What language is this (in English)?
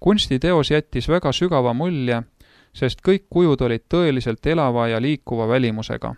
Estonian